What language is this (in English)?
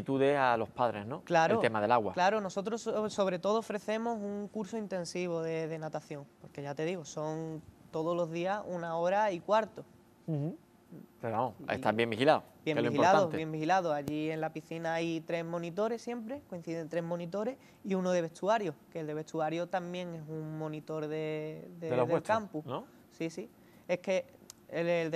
Spanish